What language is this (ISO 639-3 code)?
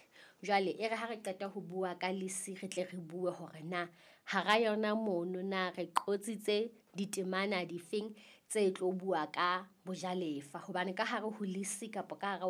sot